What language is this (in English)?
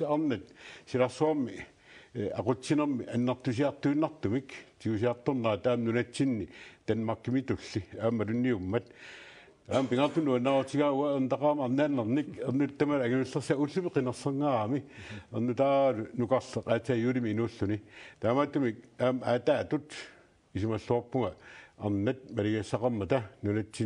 Kalaallisut